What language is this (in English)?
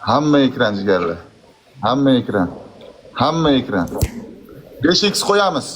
Uzbek